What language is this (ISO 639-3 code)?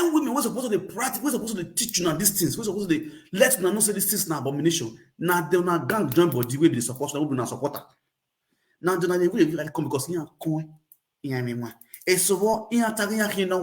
pcm